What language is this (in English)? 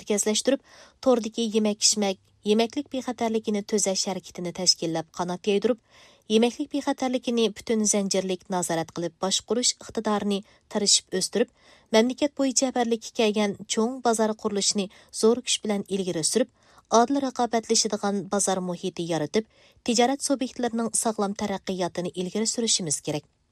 Uyghur